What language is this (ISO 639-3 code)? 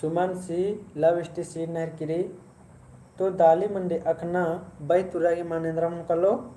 kru